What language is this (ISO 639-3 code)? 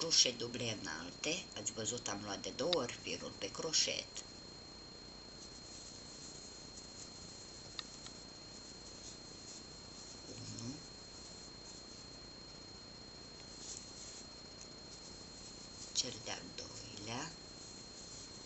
ron